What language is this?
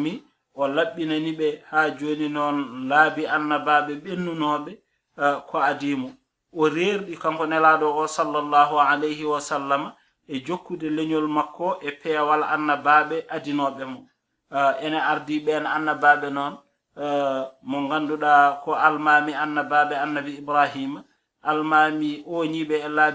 Fula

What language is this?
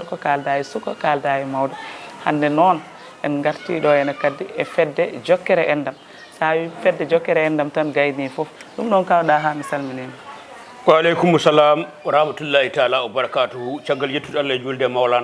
Fula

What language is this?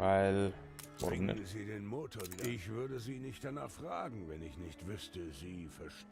Bavarian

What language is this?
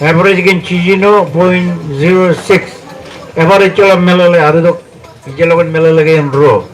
Marshallese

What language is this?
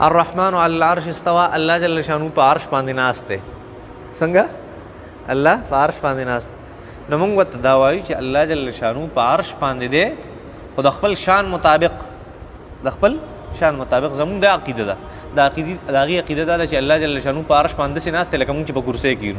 Pashto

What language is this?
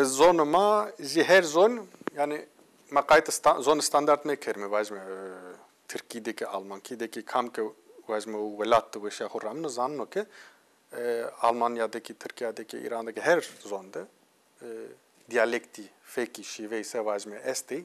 Zaza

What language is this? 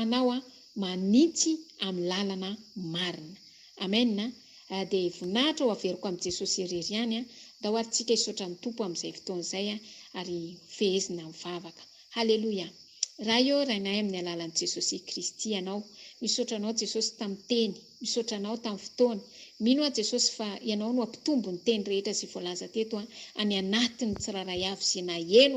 Malagasy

